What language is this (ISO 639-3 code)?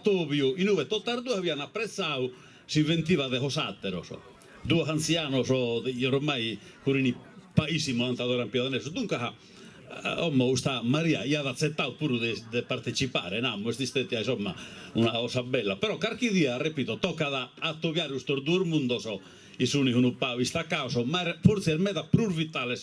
srd